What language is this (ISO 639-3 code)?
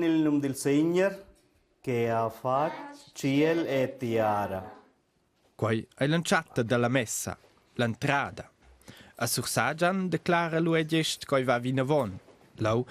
roh